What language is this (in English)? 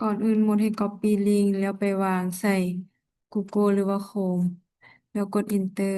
Lao